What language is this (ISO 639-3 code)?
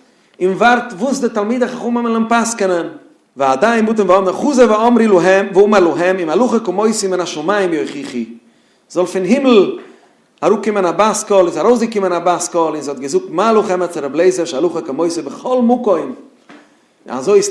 yid